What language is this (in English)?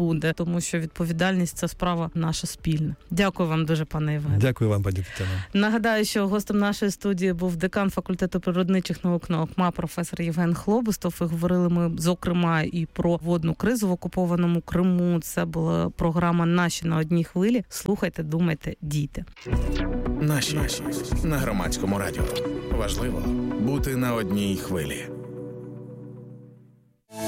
Ukrainian